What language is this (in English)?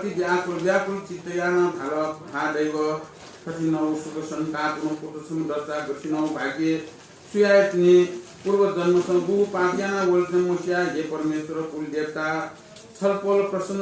Newari